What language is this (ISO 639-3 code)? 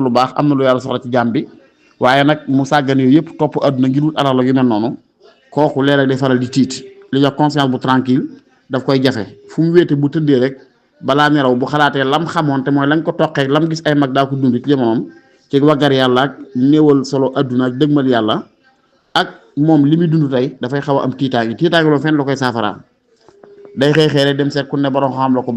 wol